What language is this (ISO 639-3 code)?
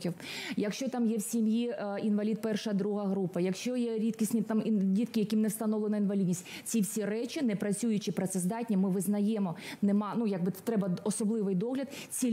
ukr